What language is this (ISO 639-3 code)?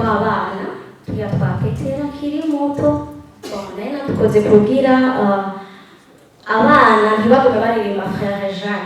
run